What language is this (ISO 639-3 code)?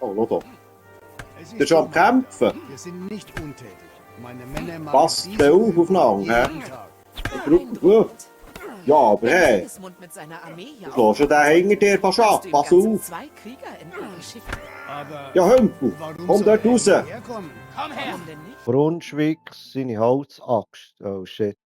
gsw